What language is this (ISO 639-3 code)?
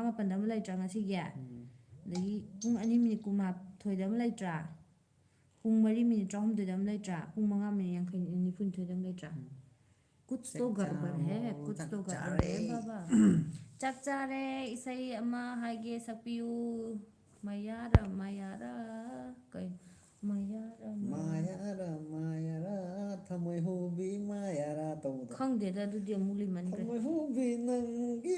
mni